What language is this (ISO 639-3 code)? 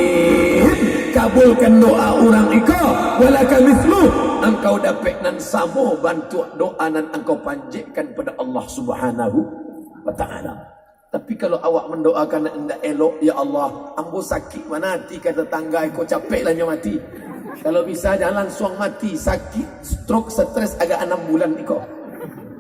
min